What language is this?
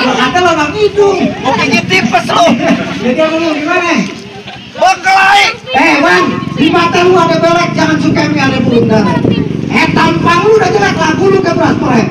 Betawi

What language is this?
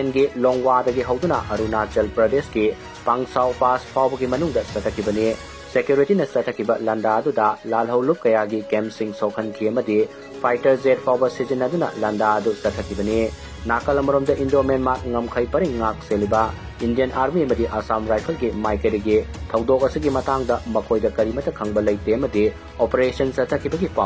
Manipuri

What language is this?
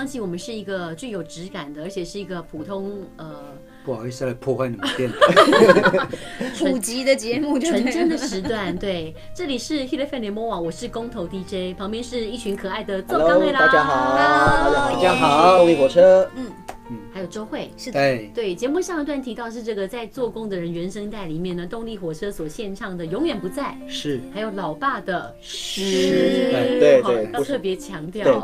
Chinese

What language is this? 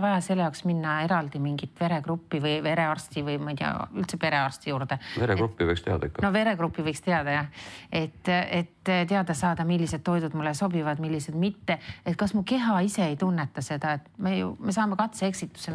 Estonian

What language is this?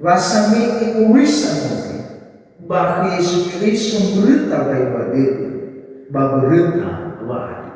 Nias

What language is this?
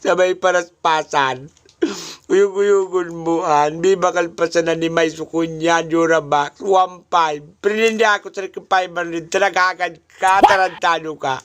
Bikol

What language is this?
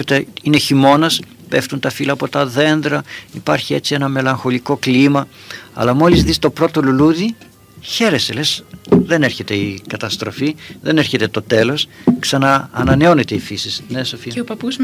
Greek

